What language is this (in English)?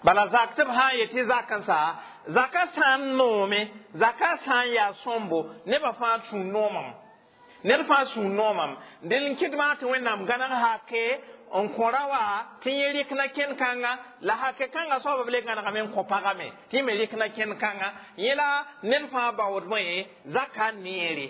Mossi